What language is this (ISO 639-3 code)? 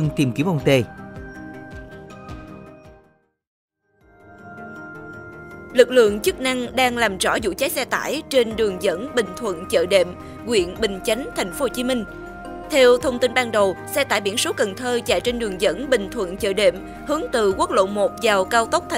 vie